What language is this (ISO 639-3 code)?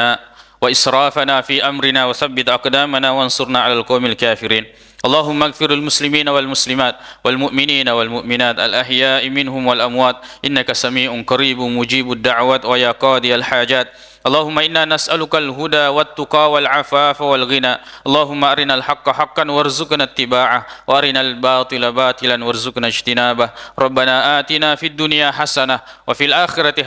bug